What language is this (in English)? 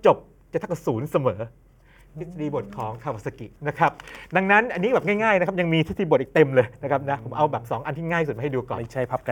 Thai